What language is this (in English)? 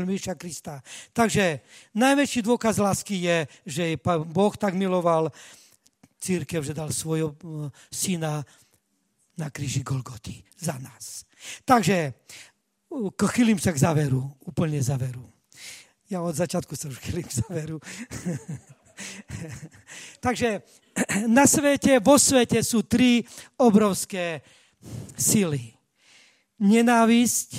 Slovak